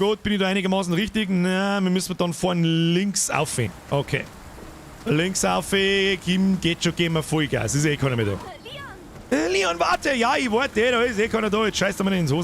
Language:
Bavarian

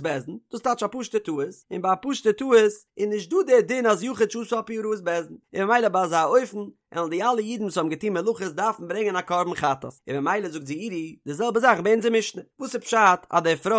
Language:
Yiddish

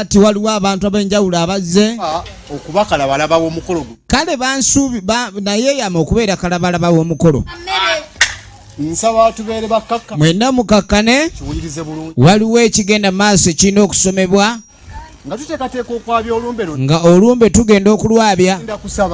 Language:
Ganda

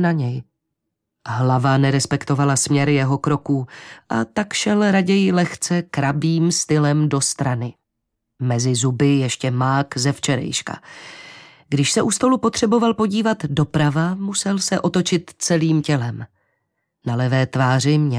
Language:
Czech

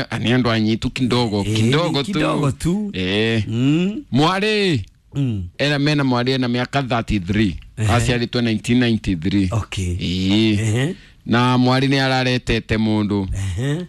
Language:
Kikuyu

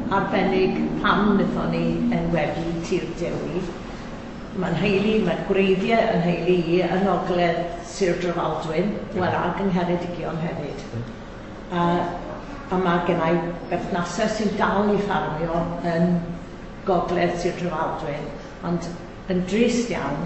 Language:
Welsh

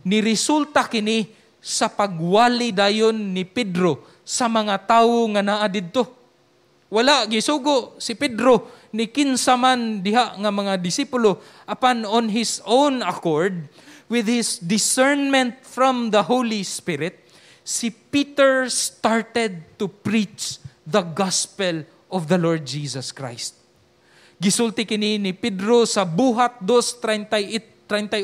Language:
Cebuano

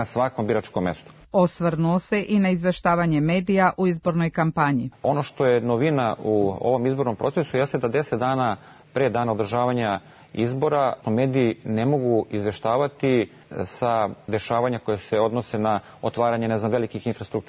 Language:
Serbian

